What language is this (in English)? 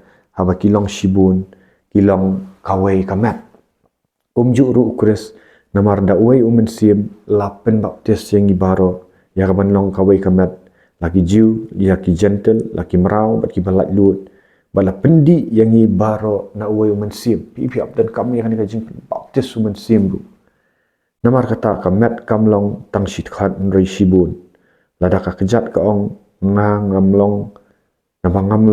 Khasi